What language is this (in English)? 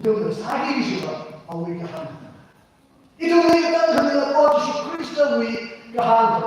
Tangkhul Naga (India)